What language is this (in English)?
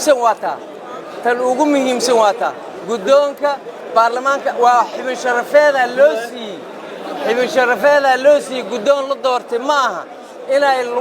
Somali